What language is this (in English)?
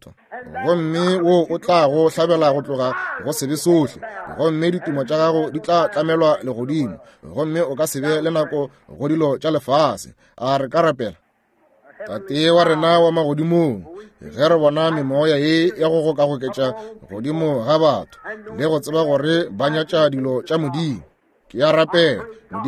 Northern Sotho